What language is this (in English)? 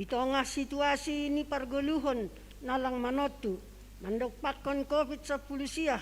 Batak Simalungun